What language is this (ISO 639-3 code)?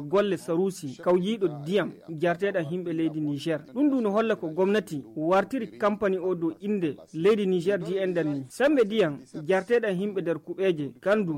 fuv